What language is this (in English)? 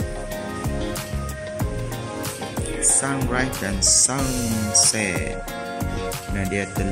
Malay